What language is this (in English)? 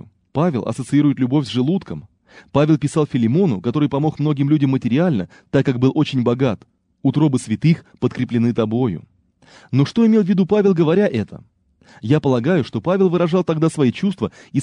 Russian